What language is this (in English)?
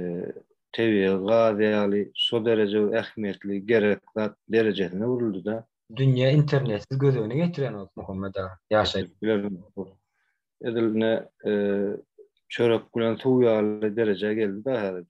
Turkmen